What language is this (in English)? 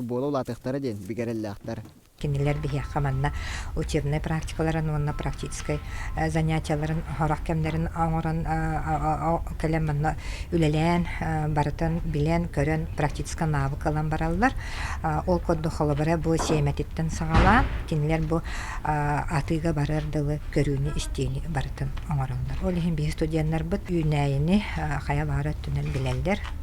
Yakut